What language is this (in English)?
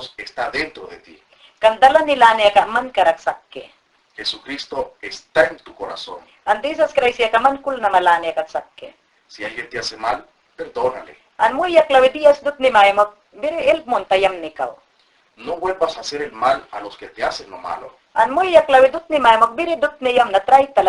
Mayangna